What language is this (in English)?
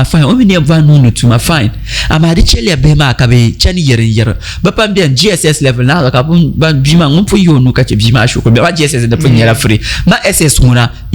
Dagbani